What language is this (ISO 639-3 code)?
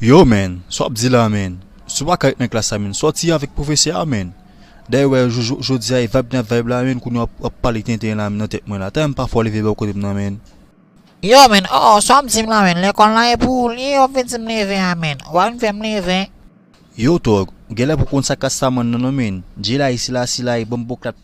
hat